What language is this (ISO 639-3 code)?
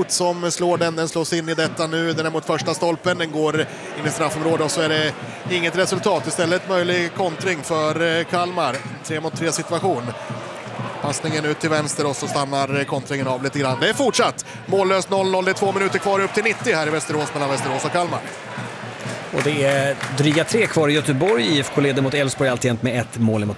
swe